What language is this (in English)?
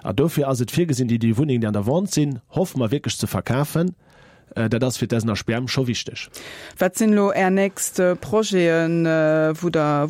Luxembourgish